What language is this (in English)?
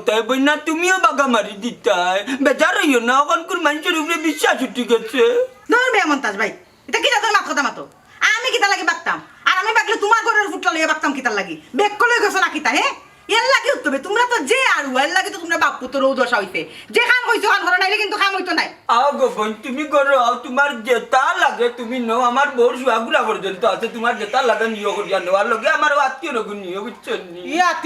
Sylheti